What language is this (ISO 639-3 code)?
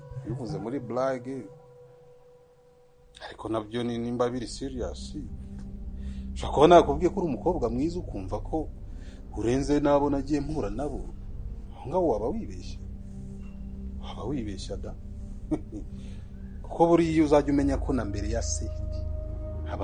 kin